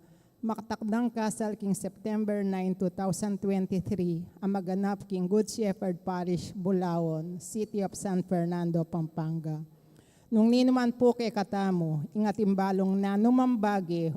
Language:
Pampanga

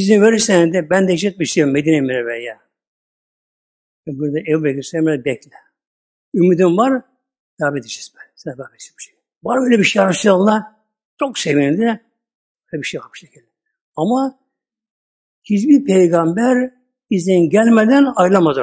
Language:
Turkish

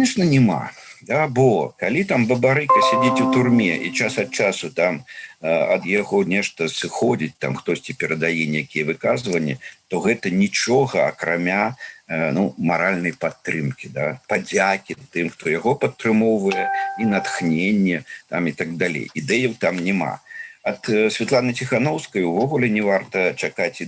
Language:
Belarusian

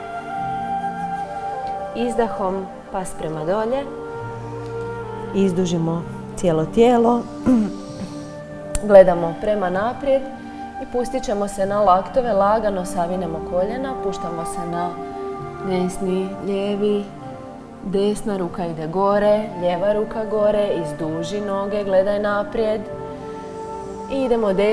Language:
Croatian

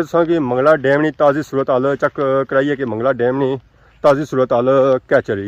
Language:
Pahari-Potwari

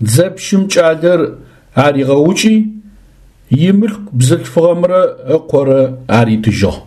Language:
Adyghe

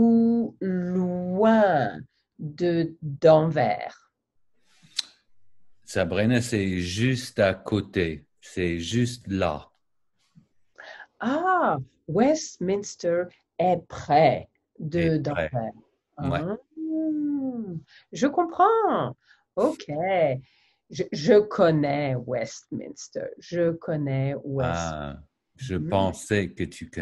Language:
French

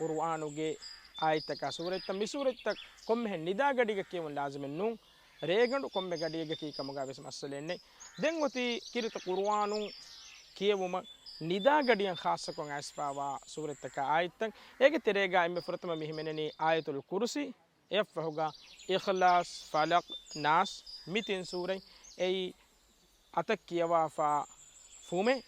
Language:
Divehi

